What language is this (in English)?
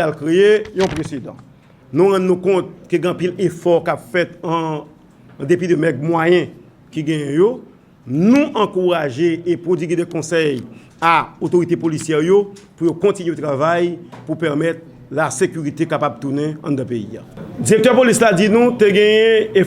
Haitian Creole